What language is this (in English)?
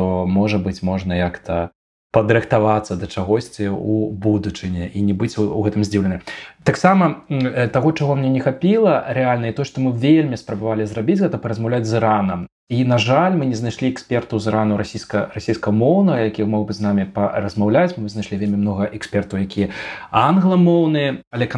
Belarusian